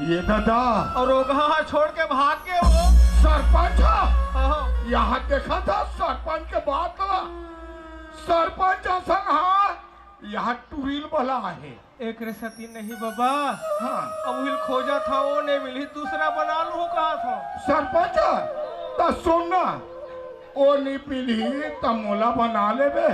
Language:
Chhattisgarhi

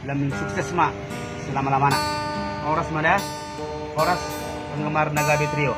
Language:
Batak Toba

